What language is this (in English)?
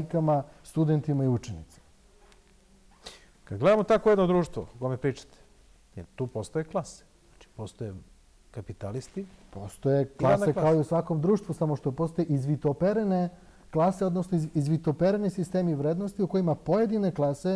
Serbian